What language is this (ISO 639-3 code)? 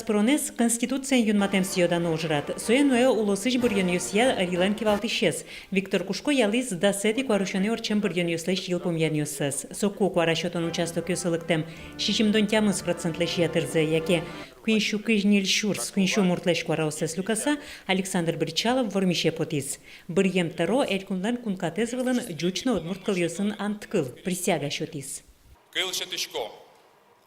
udm